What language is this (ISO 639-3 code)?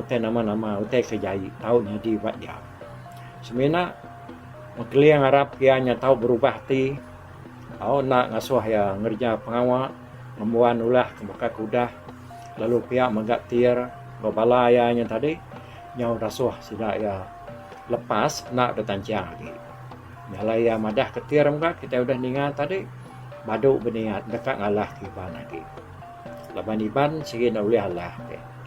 iba